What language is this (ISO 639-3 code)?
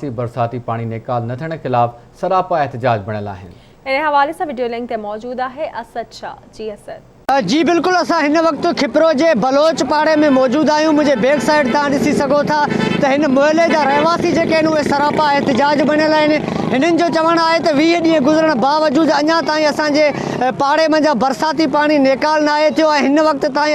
snd